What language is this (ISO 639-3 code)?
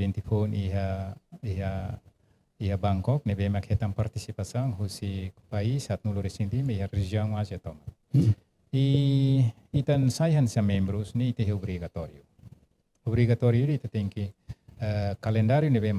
tet